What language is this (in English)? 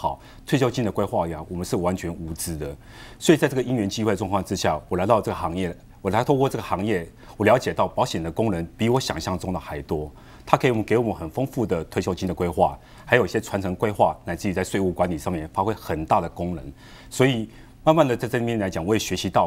Chinese